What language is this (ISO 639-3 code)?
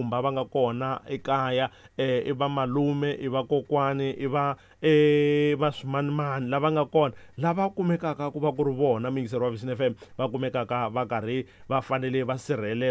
tso